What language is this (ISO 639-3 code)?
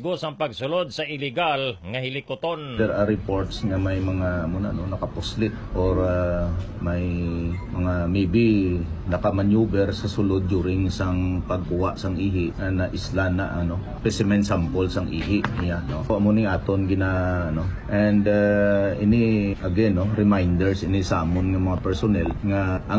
hil